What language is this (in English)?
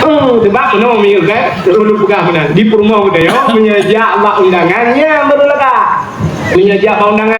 Achinese